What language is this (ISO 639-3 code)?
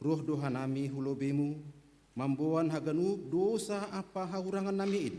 bts